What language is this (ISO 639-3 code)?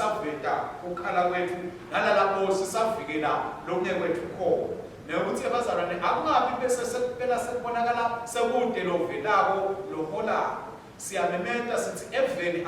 ssw